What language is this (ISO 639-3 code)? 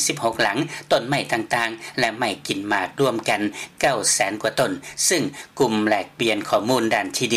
lao